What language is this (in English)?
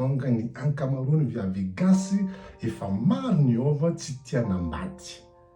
Malagasy